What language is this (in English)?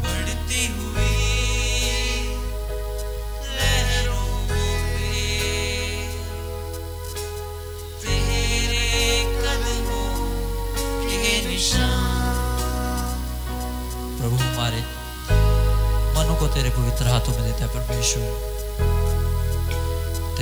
Punjabi